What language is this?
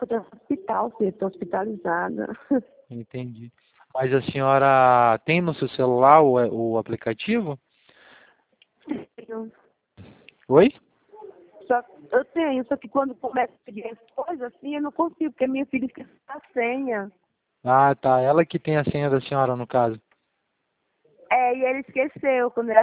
Portuguese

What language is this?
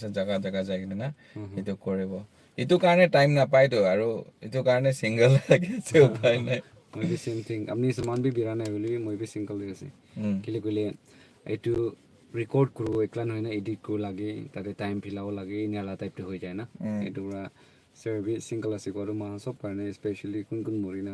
Naga Pidgin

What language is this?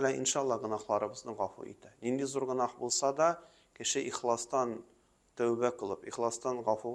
Tatar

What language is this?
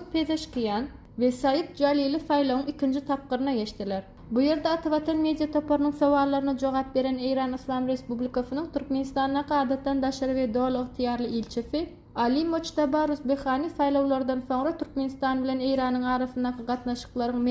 Turkmen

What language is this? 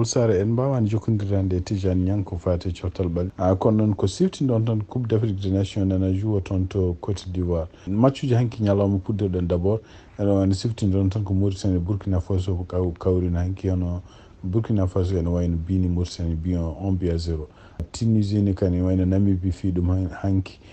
Fula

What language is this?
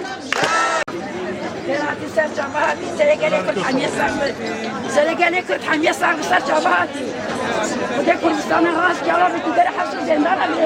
Kurdish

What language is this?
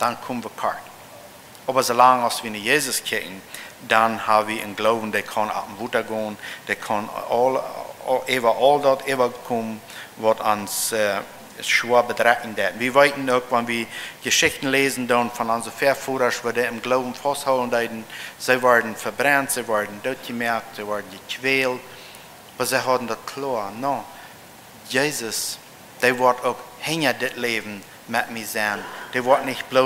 Plautdietsch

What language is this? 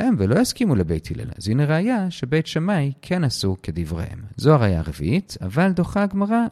Hebrew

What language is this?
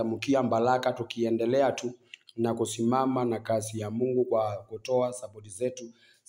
Swahili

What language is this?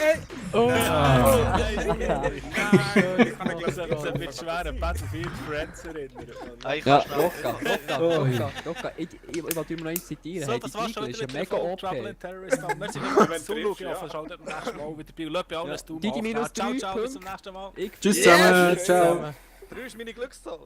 Swiss German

